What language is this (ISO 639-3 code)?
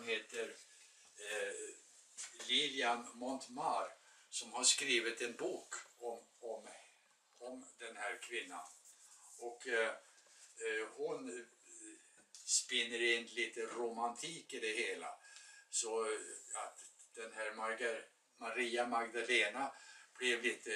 swe